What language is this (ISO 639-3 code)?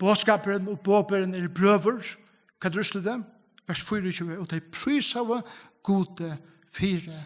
fao